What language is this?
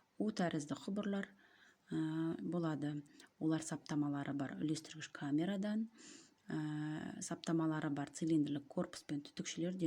Kazakh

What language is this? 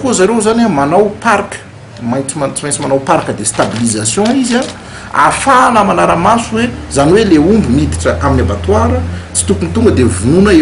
Malagasy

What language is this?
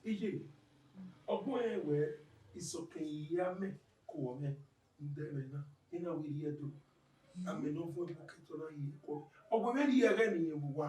Bini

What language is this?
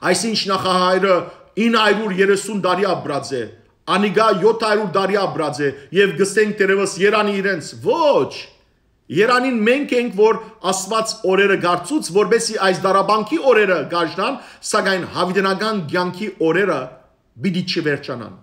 Western Armenian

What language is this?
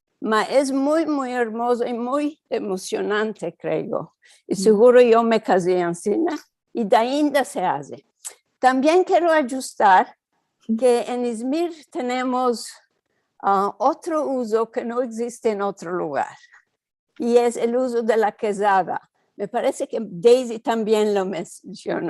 Ladino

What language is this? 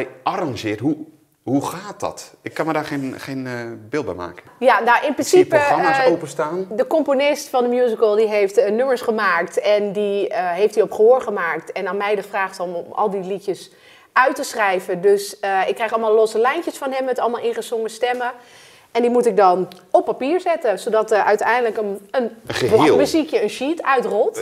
Dutch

